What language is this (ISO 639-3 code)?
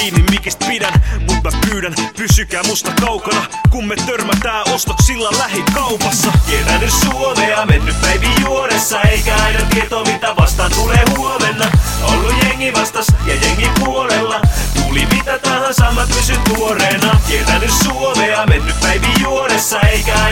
fin